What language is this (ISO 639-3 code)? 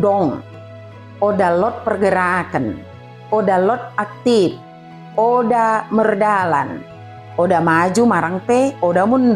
btd